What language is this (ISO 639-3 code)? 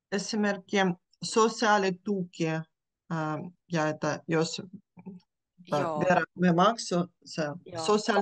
fin